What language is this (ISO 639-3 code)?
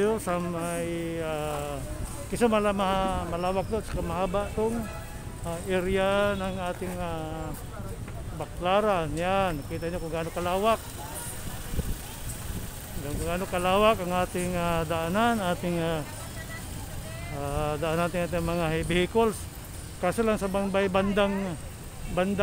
fil